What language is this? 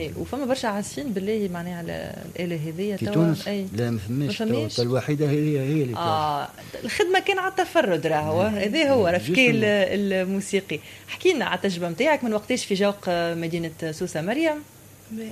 Tunisian Arabic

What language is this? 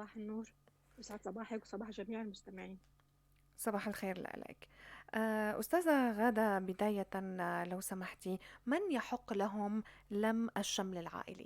North Levantine Arabic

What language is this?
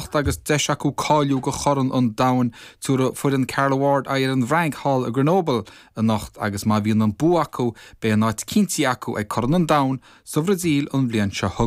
Irish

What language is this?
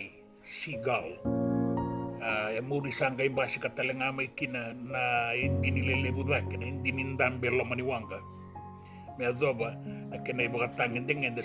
Fijian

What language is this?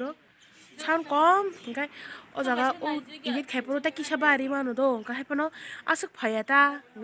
Kok Borok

